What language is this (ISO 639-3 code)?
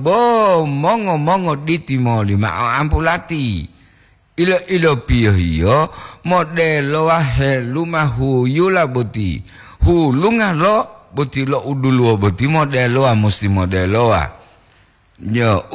gor